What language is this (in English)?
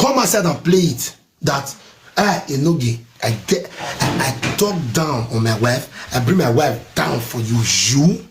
Nigerian Pidgin